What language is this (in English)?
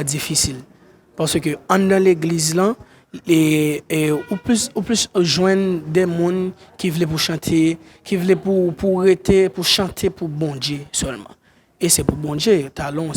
Haitian Creole